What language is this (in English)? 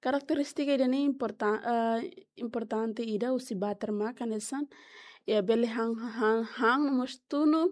Tetum